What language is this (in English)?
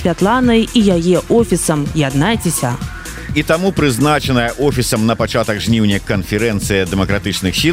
Belarusian